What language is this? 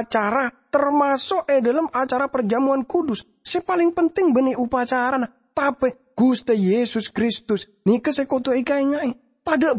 Madurese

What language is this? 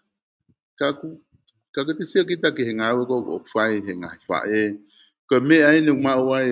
Tongan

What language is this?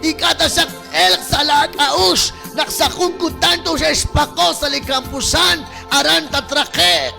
Kekchí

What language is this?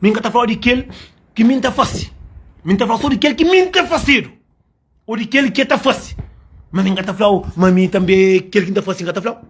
Kabuverdianu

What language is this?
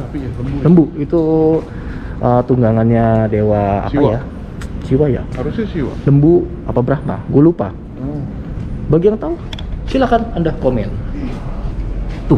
Indonesian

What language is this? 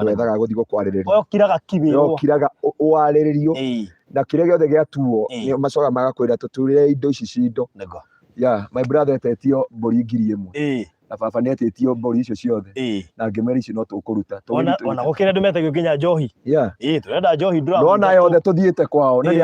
Kikuyu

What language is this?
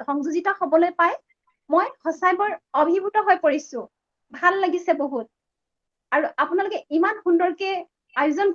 Assamese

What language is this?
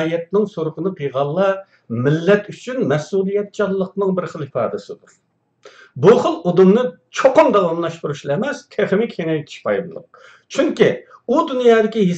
Uyghur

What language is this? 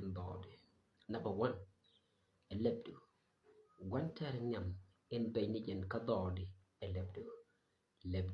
Nuer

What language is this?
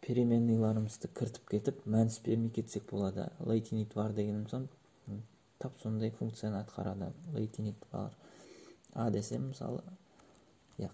Kara-Kalpak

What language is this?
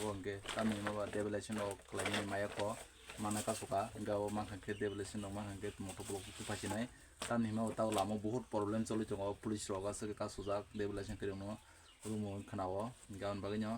Kok Borok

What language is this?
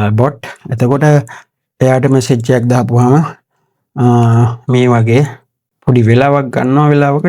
Sinhala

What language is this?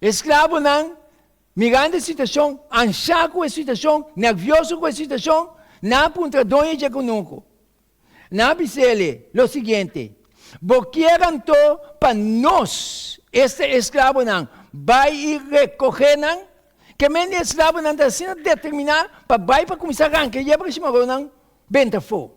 Papiamento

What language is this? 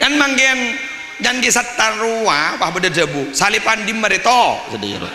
Madurese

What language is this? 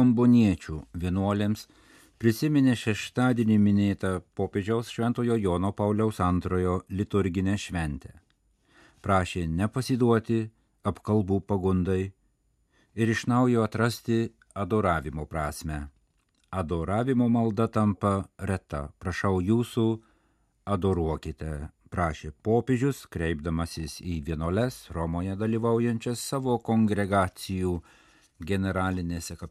Lithuanian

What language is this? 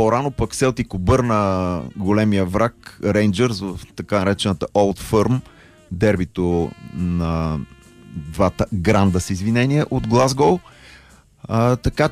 Bulgarian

